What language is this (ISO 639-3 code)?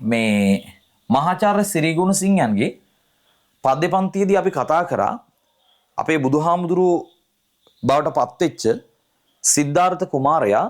sin